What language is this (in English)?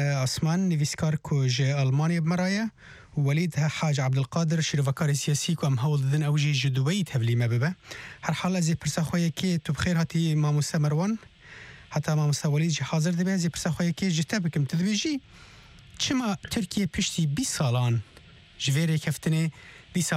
Kurdish